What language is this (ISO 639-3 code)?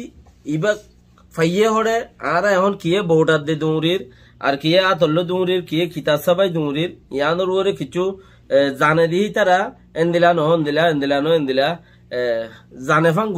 rhg